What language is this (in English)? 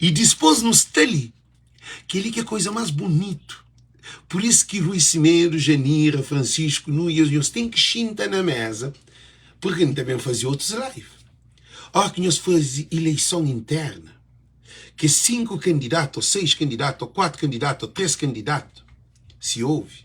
Kabuverdianu